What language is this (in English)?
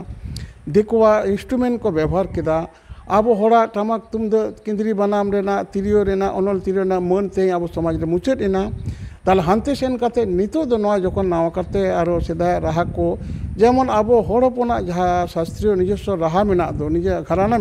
Santali